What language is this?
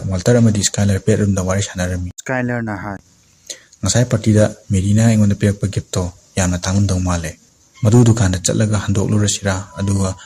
Manipuri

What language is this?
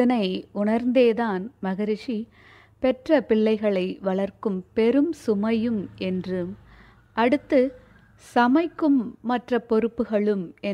Tamil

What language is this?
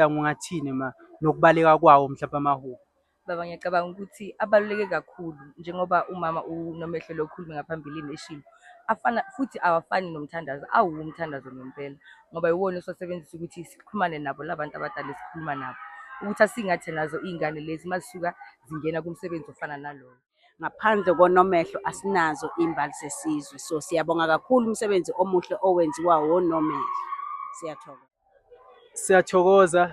Zulu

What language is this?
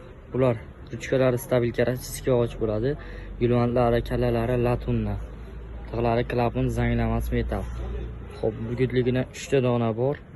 Uzbek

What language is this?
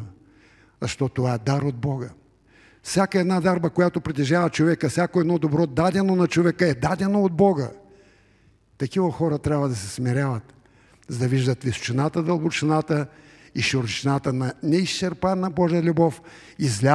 Bulgarian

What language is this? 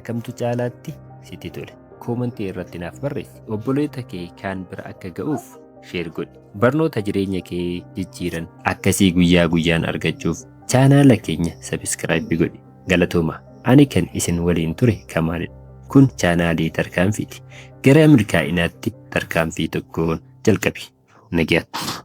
Oromo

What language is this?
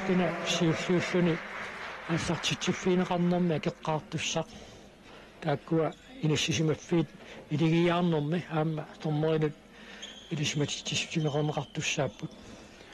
Kalaallisut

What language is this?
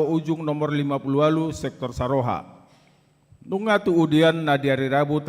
Batak Toba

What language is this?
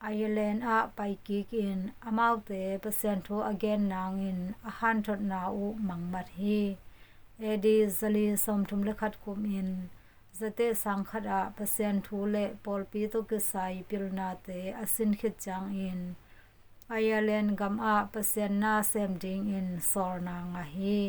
Tedim Chin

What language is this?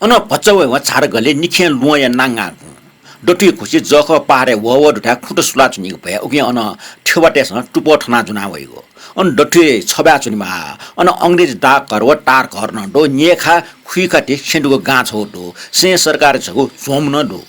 Newari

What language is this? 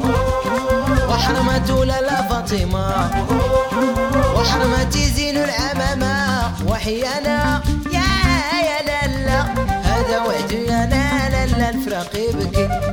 Portuguese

